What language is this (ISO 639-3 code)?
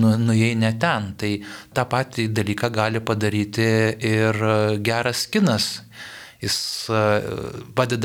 lit